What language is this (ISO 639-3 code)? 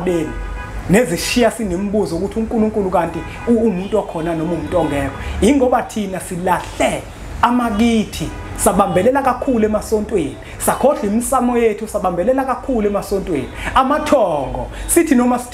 zul